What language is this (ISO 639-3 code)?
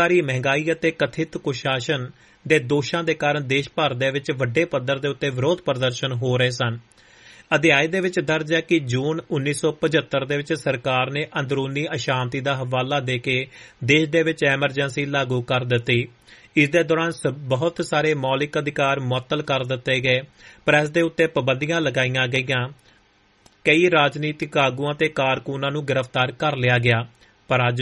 pan